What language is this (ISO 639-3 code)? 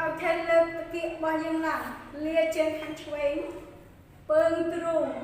khm